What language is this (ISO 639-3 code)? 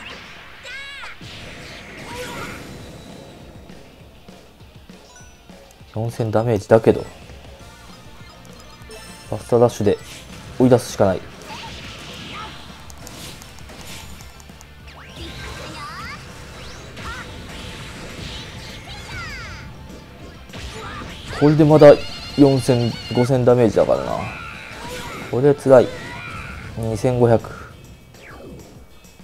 jpn